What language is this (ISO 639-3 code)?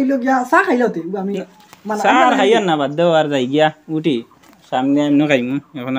syl